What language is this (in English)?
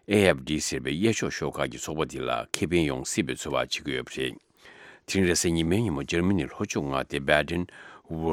Tibetan